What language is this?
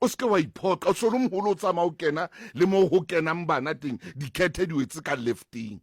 Southern Sotho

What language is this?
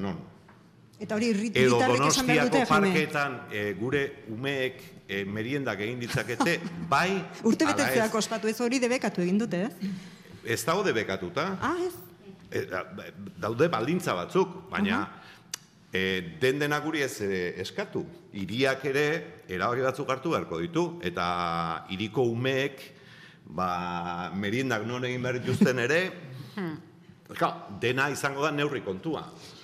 Basque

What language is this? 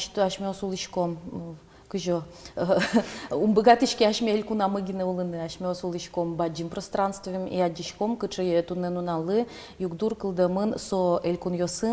Udmurt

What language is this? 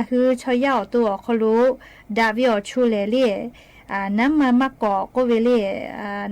Lahu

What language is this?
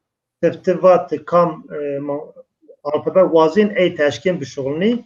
Zaza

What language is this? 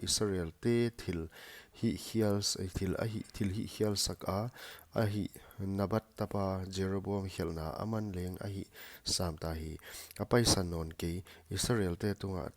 Paite Chin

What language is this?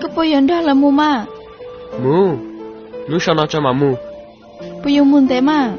Hmong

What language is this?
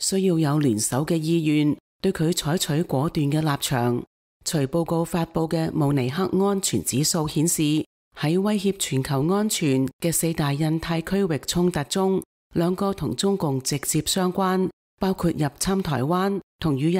Cantonese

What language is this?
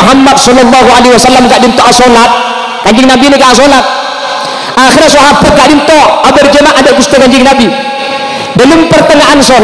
Madurese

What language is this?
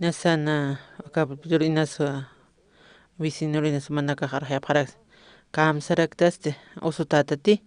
Aymara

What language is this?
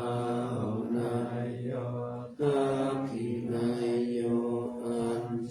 Pali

